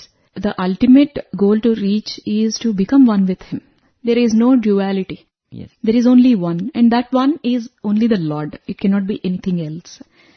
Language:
English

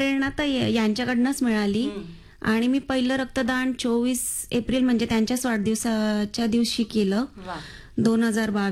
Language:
Marathi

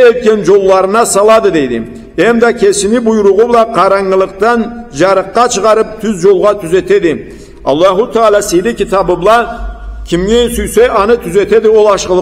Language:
Karachay-Balkar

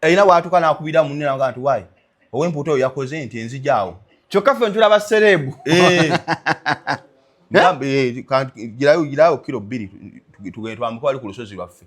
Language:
Ganda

